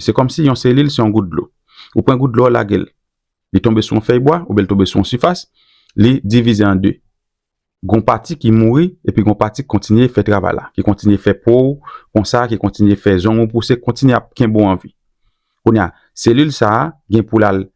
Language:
Haitian Creole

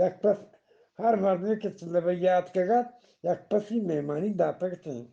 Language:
Eastern Balochi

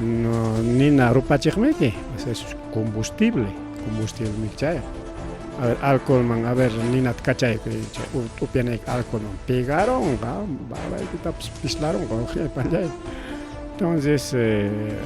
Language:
Ayacucho Quechua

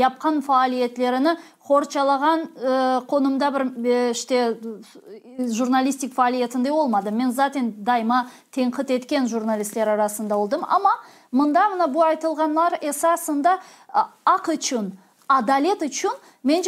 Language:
Crimean Tatar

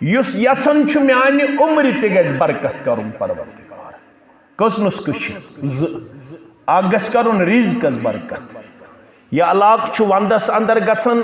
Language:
Kashmiri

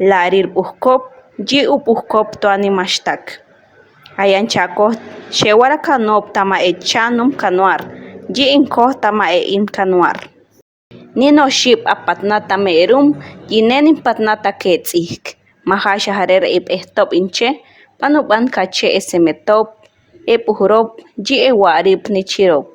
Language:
Chortí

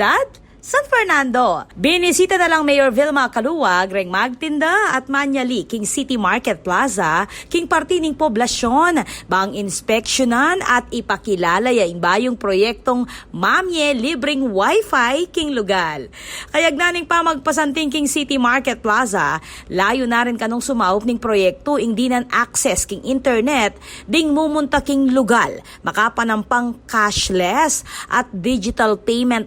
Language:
Pampanga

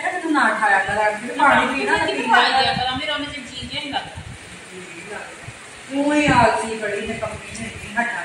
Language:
Punjabi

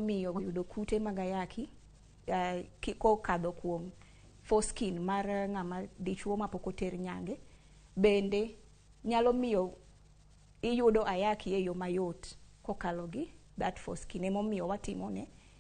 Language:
Luo (Kenya and Tanzania)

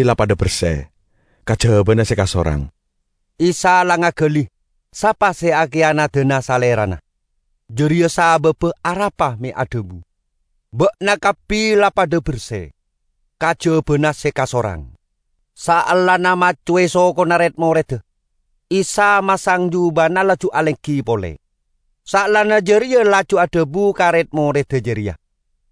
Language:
Madurese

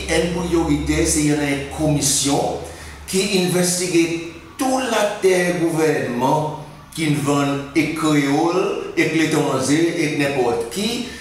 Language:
Seselwa Creole French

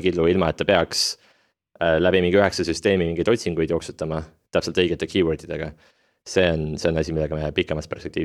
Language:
Estonian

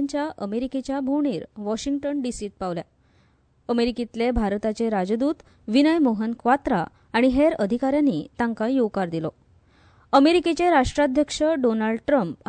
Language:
Konkani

